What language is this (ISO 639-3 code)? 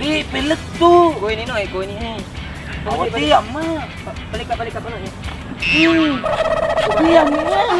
bug